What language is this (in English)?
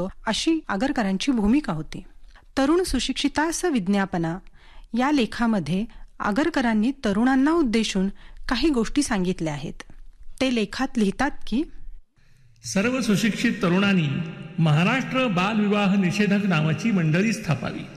Marathi